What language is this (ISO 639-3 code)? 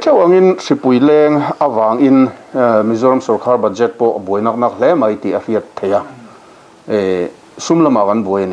lus